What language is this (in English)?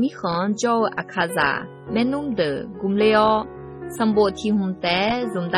Akha